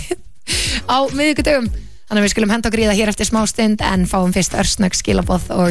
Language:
Icelandic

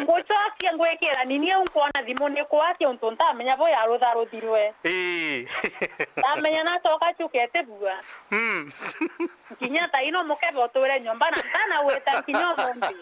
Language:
Meru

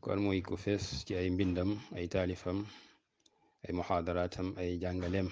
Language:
Wolof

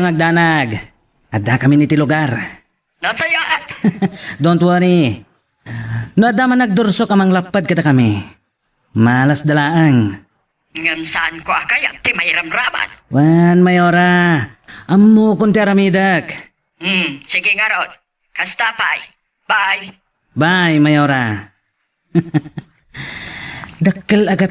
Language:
Iloko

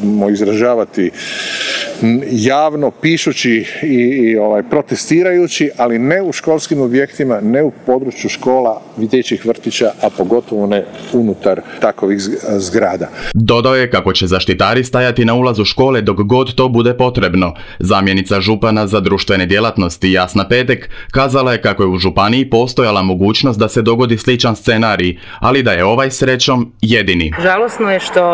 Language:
Croatian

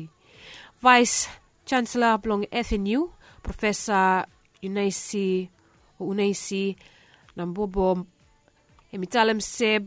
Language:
Bislama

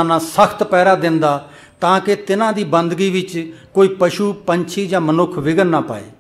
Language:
Punjabi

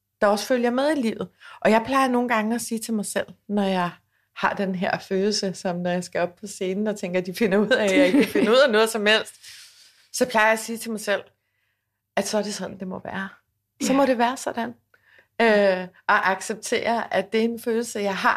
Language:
Danish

